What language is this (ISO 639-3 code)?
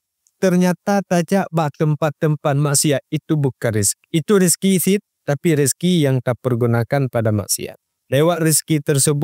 ace